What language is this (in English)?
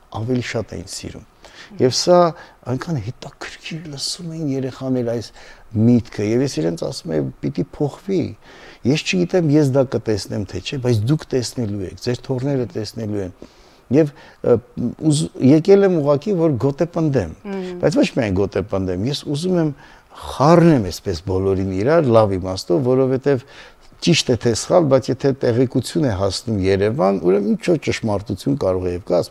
Armenian